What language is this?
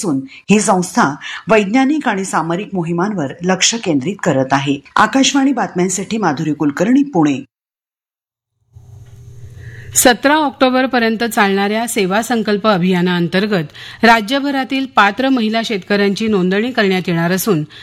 Marathi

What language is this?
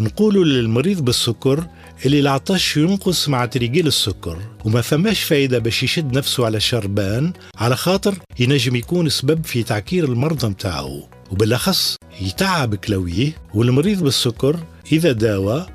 Tunisian Arabic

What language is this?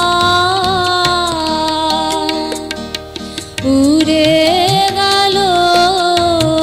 Bangla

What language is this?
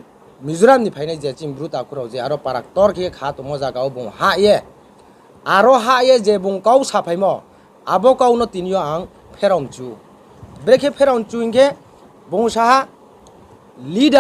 Riang (India)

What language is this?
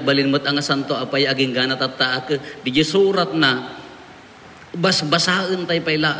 Iloko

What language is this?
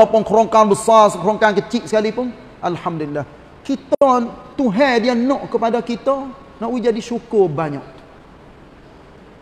Malay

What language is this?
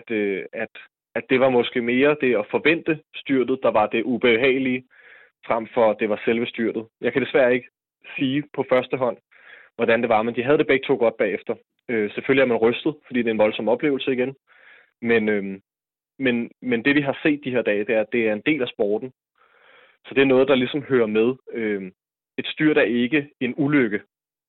Danish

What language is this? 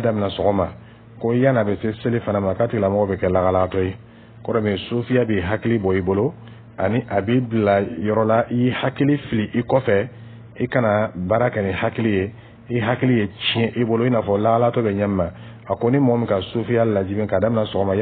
Dyula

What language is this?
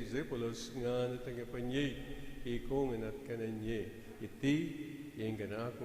Pampanga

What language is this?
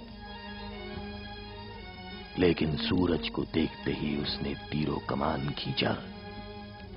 Hindi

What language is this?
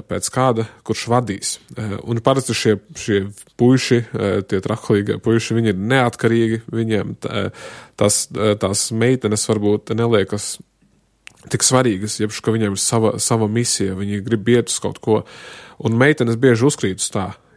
Latvian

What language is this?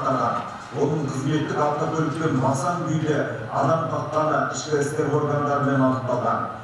Kazakh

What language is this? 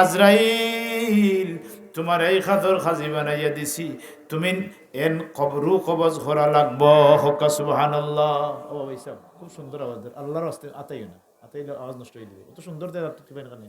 Sylheti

